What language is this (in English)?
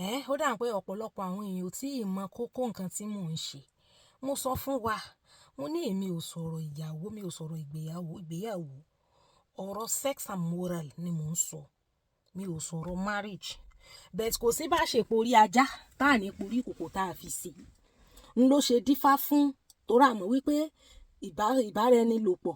Yoruba